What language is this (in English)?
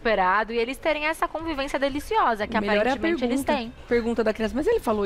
Portuguese